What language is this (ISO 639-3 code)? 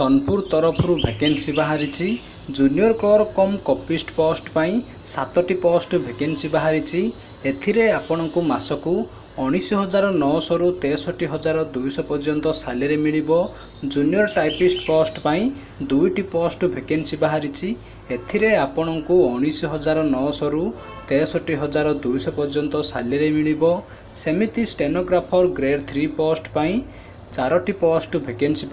ori